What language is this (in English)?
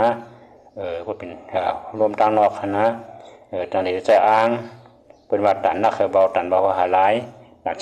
Shan